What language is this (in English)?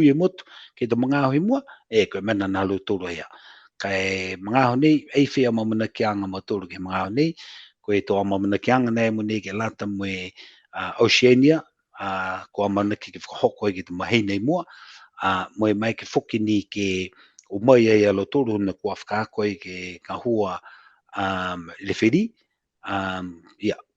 Niuean